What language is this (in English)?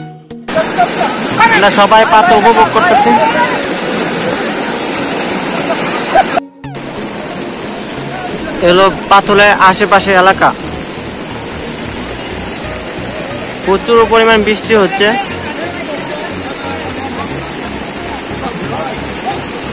Bangla